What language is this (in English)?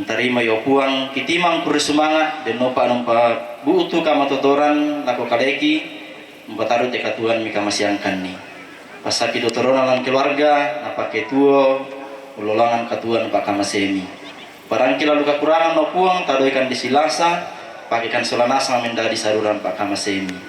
Toraja-Sa'dan